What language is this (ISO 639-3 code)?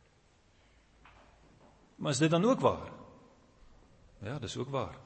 afr